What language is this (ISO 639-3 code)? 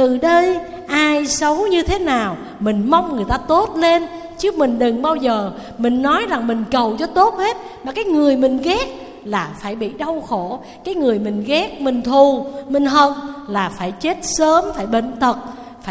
vie